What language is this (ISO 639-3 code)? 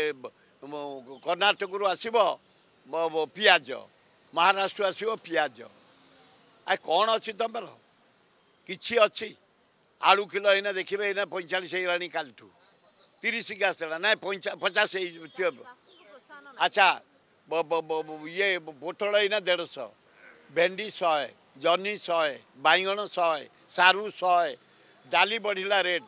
ori